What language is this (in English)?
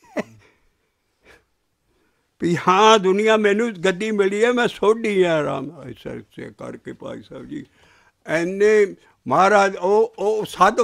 Punjabi